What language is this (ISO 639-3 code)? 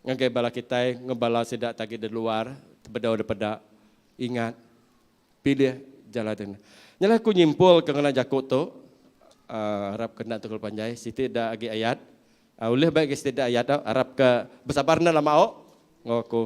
iba